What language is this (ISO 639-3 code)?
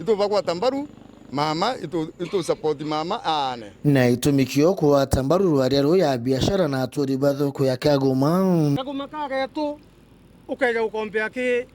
mer